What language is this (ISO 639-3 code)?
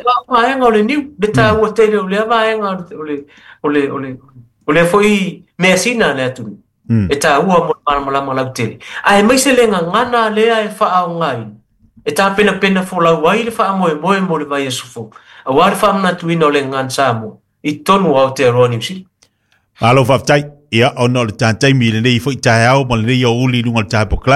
smo